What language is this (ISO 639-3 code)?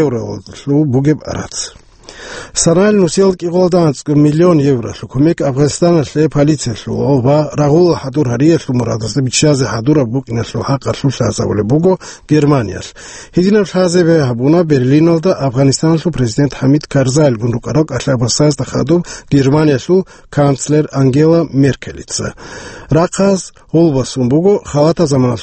ava